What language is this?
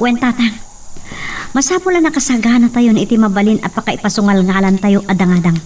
Iloko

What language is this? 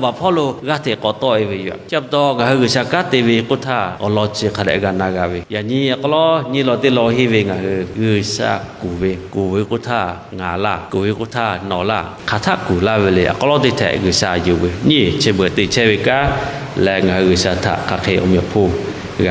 Lahu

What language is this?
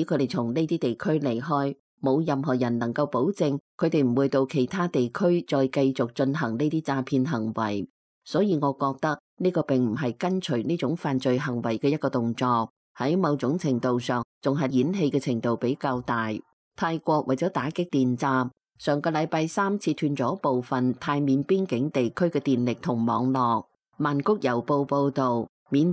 Cantonese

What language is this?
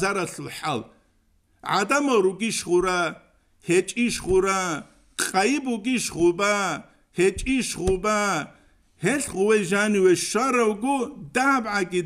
Avaric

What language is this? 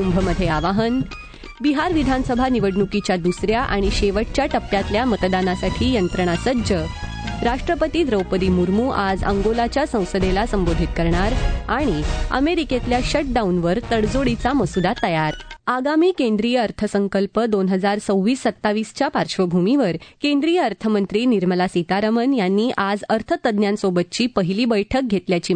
Marathi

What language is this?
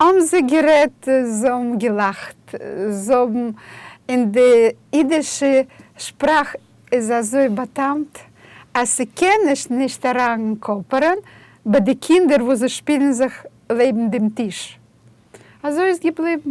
Yiddish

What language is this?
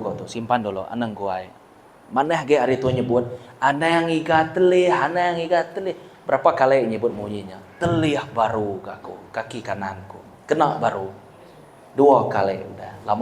Iban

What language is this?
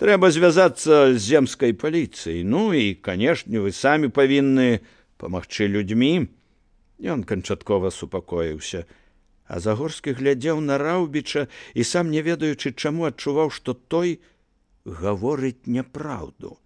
Belarusian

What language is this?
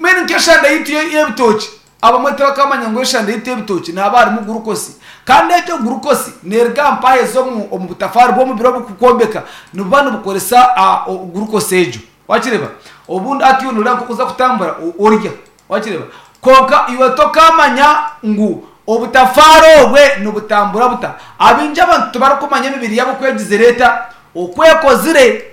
Nyankole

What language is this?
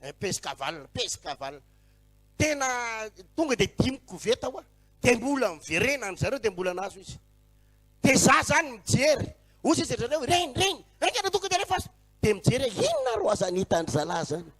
Malagasy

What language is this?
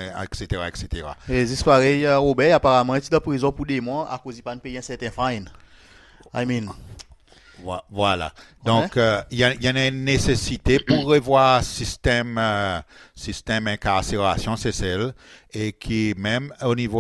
Seselwa Creole French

